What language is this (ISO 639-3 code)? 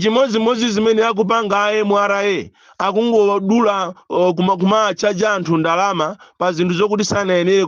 nya